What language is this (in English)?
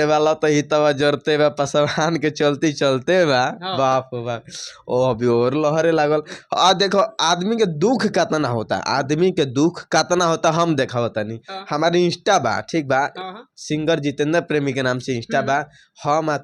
Bhojpuri